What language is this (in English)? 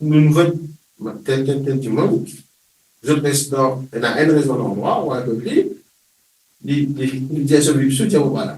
Morisyen